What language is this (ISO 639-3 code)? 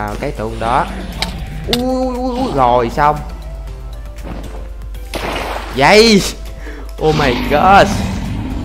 vie